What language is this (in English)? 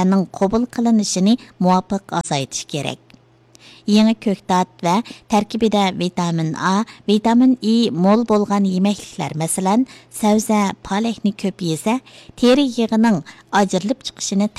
Uyghur